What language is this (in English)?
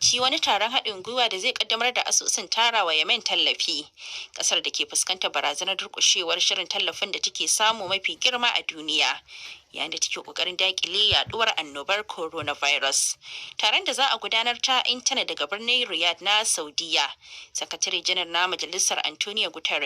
Hausa